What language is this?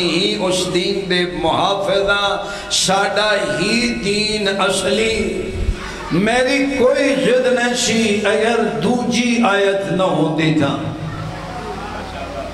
Western Panjabi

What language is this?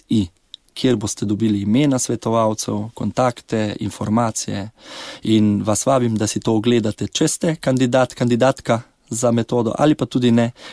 Slovenian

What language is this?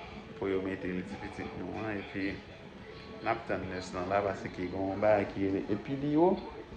Haitian Creole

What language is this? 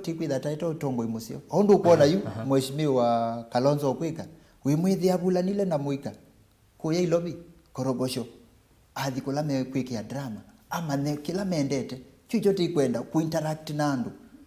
Kamba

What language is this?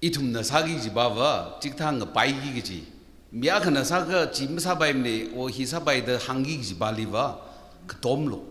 Tangkhul Naga (India)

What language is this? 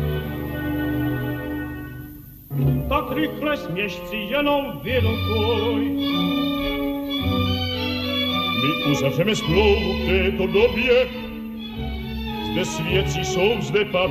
Czech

